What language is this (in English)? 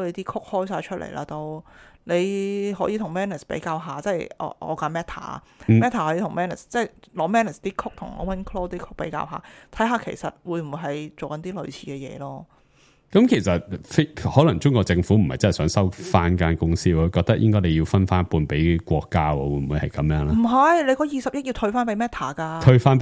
Cantonese